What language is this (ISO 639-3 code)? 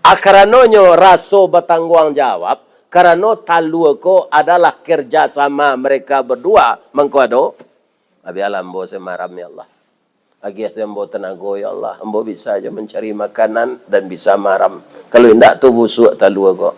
min